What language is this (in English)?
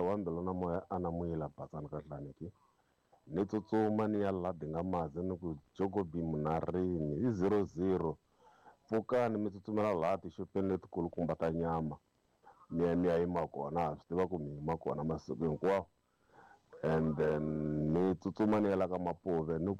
Tsonga